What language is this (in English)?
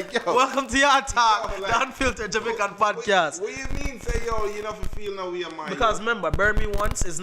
Jamaican Creole English